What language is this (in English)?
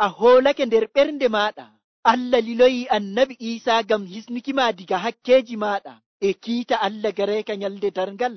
Nigerian Fulfulde